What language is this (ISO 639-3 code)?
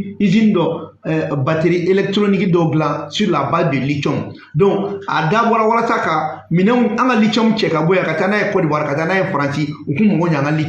bam